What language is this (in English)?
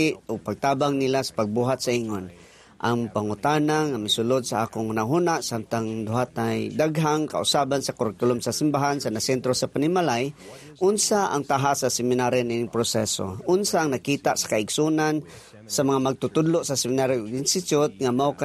Cebuano